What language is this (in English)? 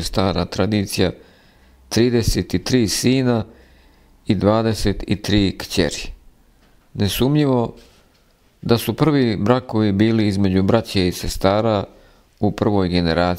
Croatian